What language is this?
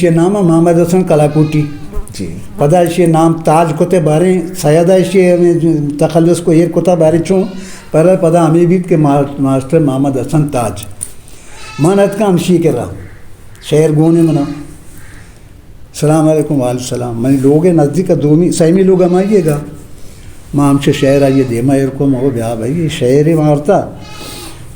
Eastern Balochi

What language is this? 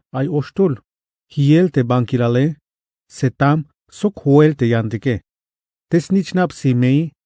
Tzeltal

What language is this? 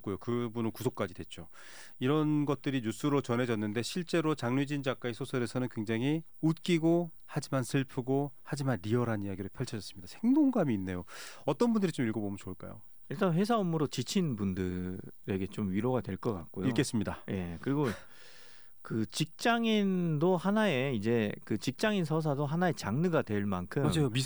Korean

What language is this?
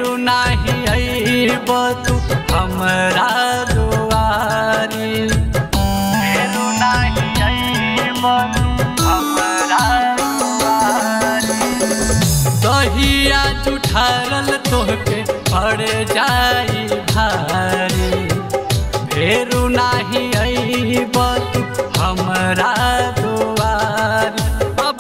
Bhojpuri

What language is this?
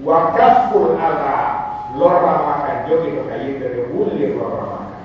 Pular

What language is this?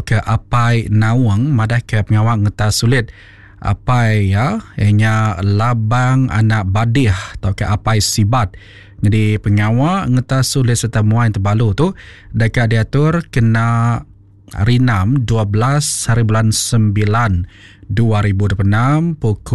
Iban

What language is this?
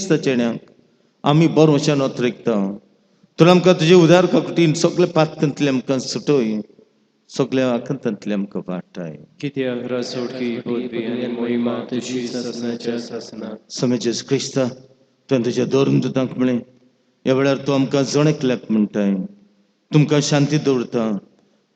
Konkani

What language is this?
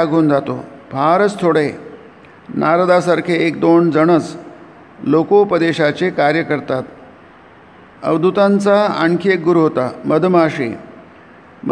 Marathi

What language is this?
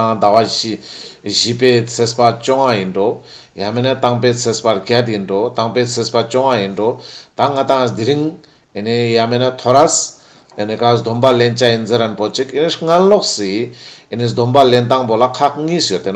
Ladakhi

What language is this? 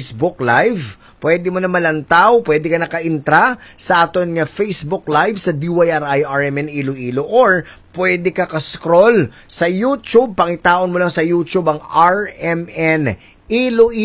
Hiligaynon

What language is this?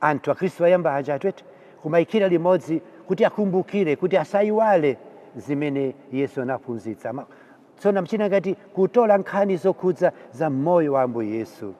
Nyanja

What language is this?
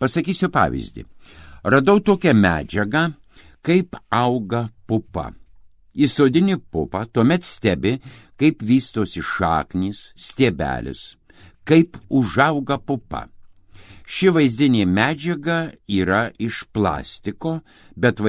Lithuanian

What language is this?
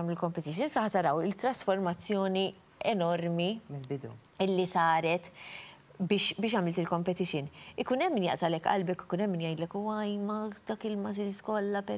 Maltese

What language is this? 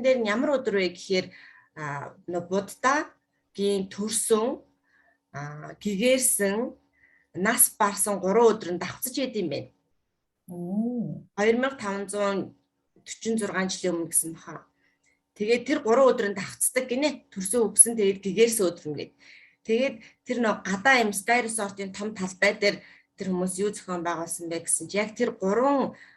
Mongolian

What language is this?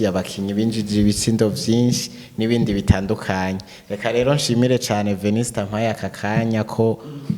Rundi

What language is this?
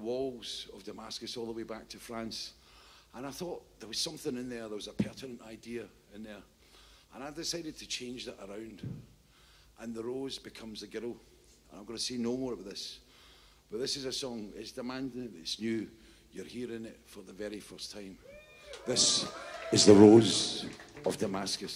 English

